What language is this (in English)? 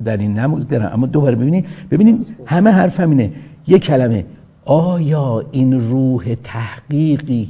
Persian